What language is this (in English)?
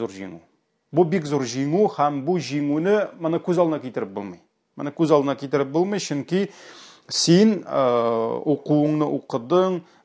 Tatar